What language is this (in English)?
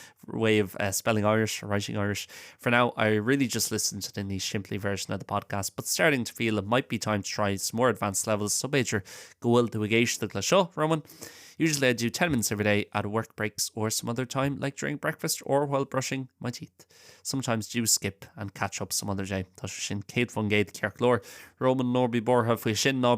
Irish